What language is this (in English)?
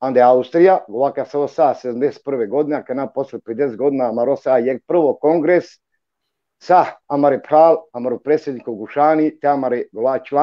Balkan Romani